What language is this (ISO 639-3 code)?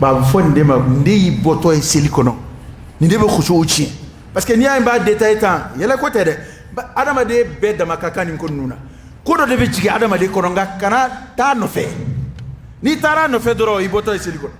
dyu